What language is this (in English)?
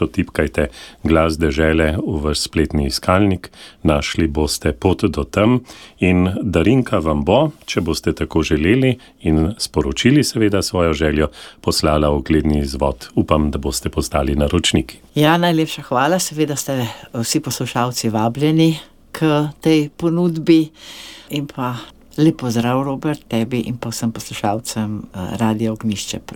Slovenian